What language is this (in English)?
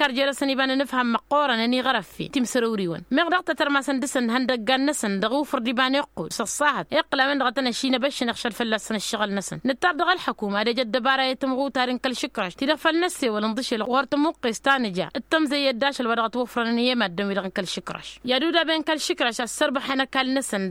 Tamasheq